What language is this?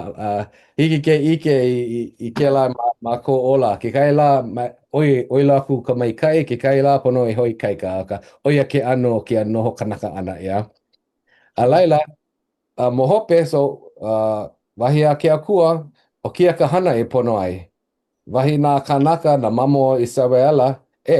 Hawaiian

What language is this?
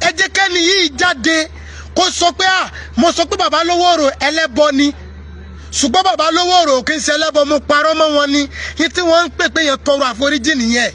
Yoruba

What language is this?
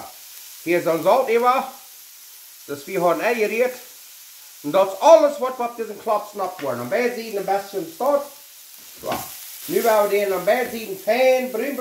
Plautdietsch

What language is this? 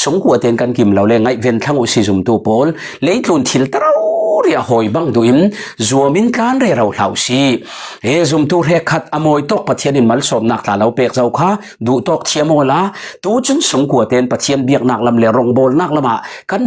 Falam Chin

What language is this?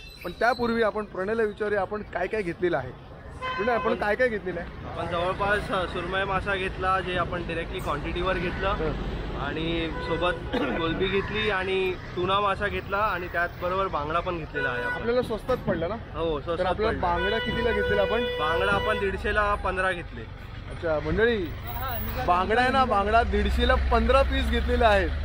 Marathi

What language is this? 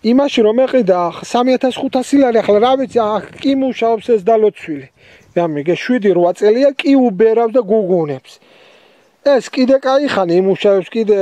Georgian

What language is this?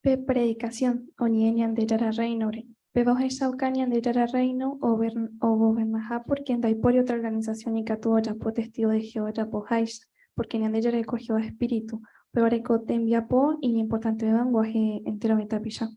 Guarani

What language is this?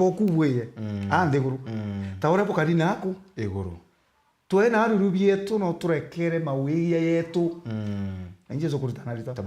Meru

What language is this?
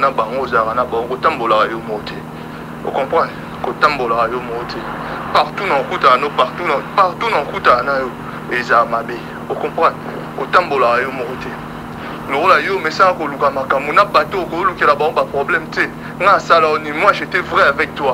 Lingala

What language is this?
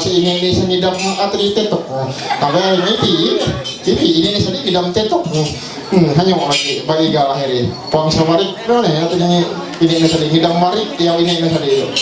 Ma'anyan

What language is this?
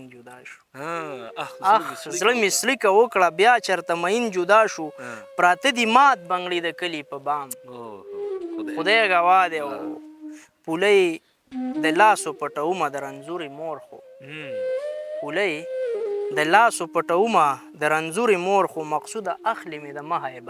Pashto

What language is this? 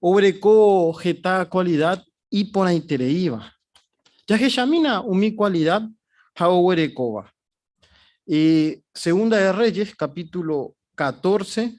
Guarani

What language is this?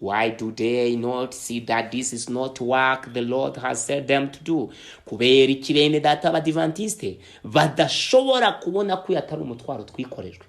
Kinyarwanda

